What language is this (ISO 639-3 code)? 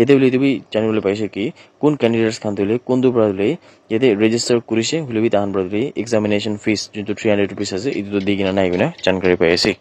nag